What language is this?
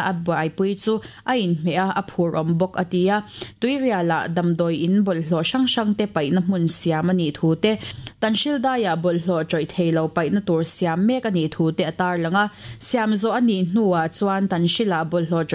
Mizo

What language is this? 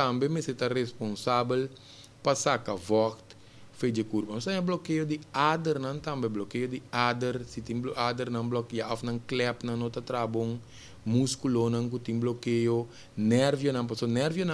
Papiamento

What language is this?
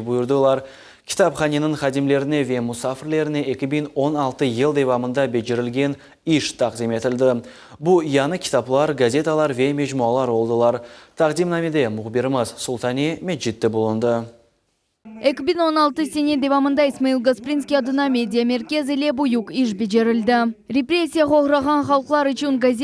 Crimean Tatar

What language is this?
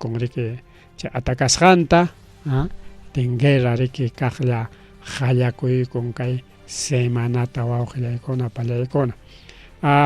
Ayacucho Quechua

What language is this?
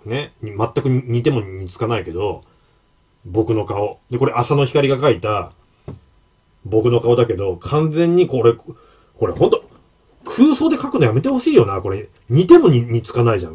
Japanese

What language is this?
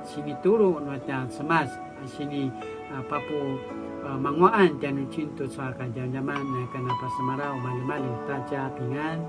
Paiwan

